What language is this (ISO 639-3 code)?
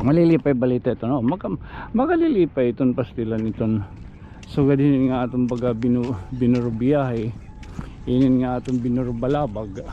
war